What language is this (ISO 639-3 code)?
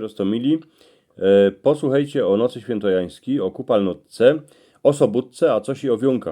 szl